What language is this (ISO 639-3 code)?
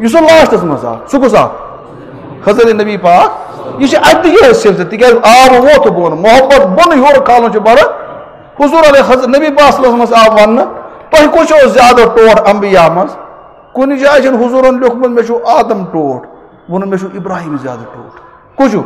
kas